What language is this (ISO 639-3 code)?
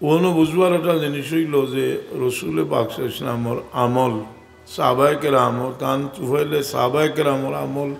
syl